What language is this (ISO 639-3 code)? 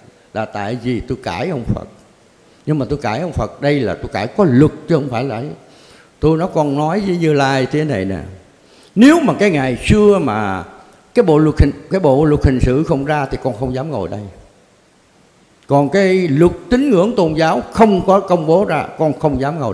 vie